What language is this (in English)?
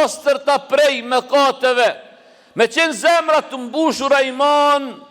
Albanian